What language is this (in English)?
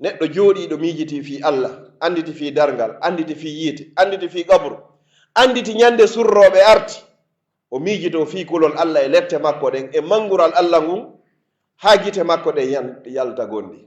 Pular